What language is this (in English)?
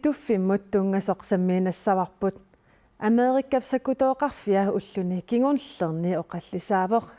Kalaallisut